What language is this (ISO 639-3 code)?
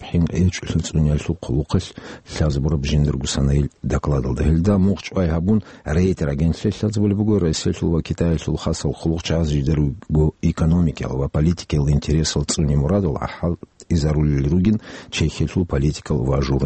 ava